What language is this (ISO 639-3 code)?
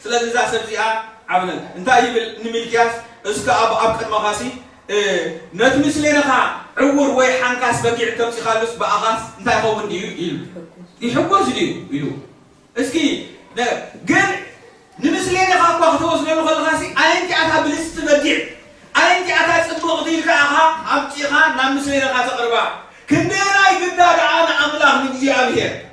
tir